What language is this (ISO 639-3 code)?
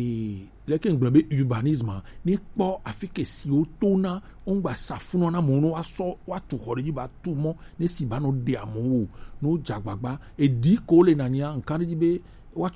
gej